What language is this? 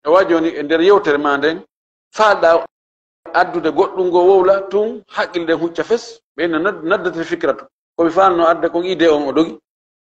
Fula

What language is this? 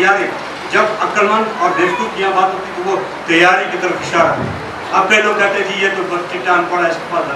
Urdu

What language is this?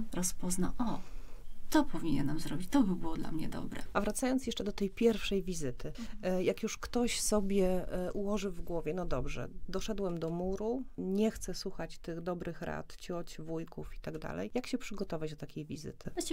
Polish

